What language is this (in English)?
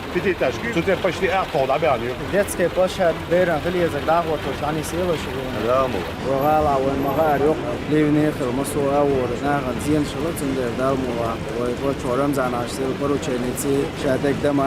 Chechen